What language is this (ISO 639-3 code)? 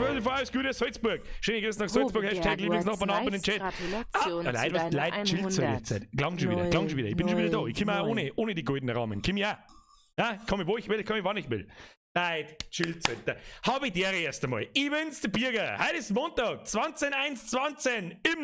bar